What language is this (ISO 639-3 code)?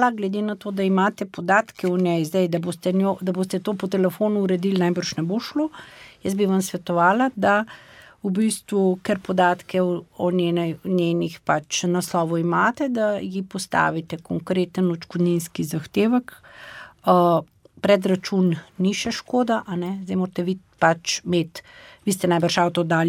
slv